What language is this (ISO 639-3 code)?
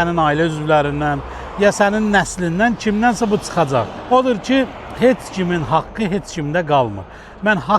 aze